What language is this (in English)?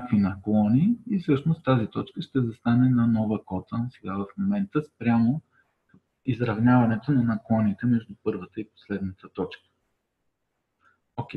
Bulgarian